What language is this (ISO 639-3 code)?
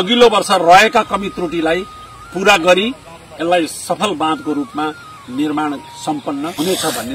nep